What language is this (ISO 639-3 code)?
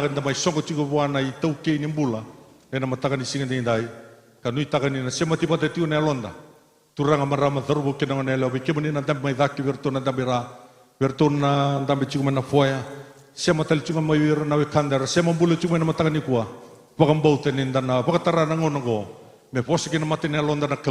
fij